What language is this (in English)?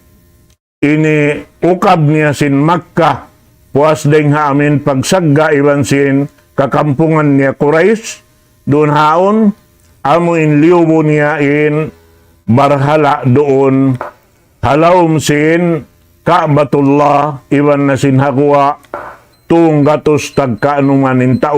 Tausug